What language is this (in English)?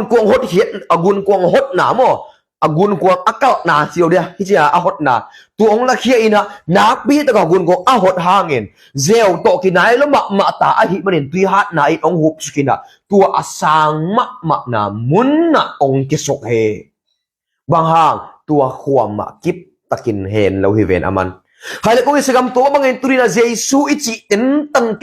Tedim Chin